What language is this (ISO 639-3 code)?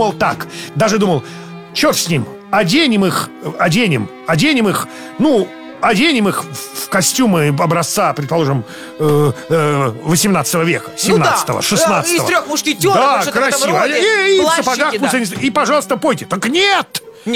rus